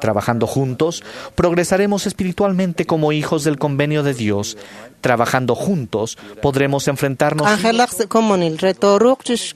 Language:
Kekchí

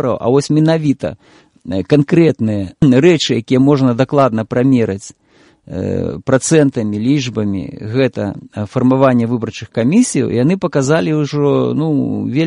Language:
Belarusian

